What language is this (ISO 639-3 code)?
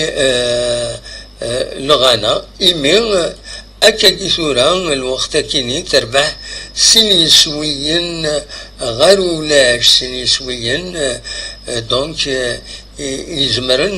kab